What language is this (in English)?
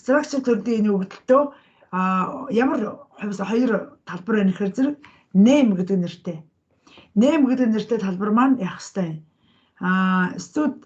Mongolian